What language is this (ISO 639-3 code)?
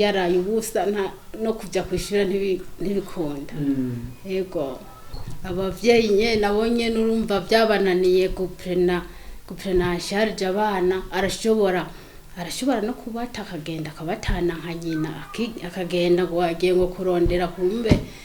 run